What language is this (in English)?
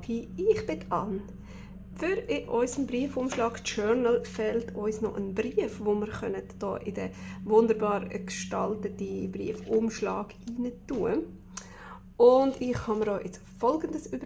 Swiss German